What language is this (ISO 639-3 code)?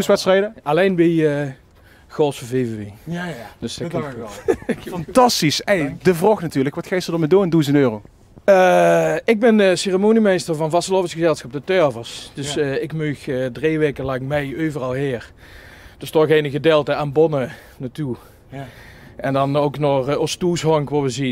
lim